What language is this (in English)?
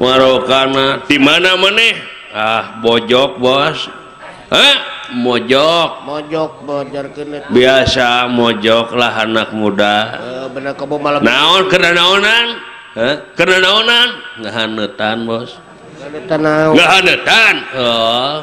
Sundanese